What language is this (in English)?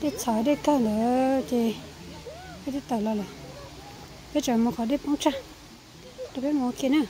Hmong